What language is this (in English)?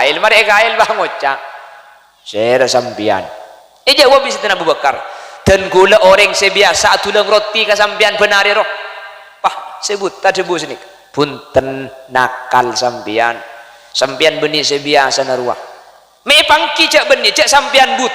Madurese